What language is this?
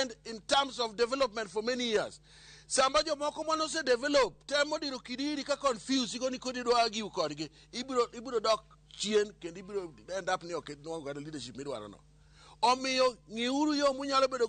Luo (Kenya and Tanzania)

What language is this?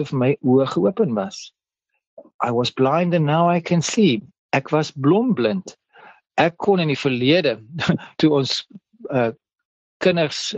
Afrikaans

